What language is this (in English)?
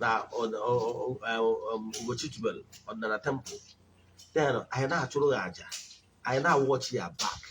Igbo